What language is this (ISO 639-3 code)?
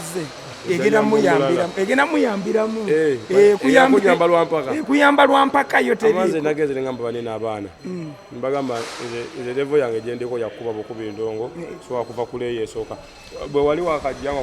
lug